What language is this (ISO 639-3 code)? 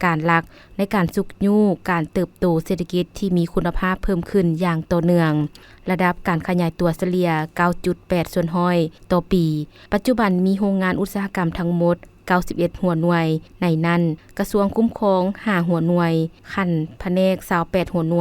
lao